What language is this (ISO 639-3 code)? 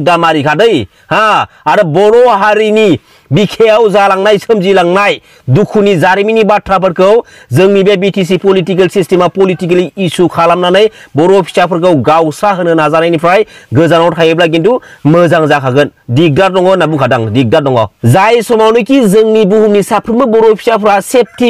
brx